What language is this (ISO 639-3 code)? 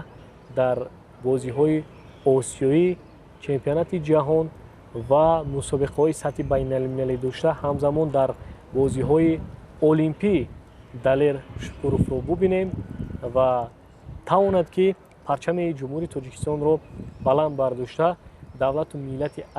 tgk